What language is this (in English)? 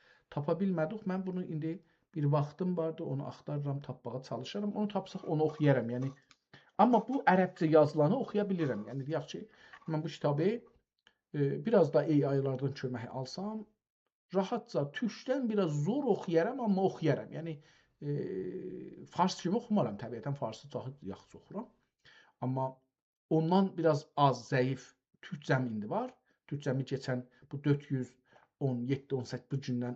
South Azerbaijani